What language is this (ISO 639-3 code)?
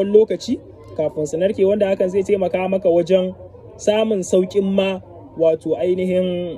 hau